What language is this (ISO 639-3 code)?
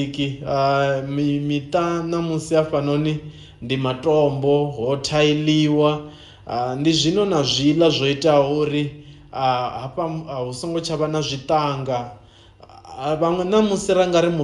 ven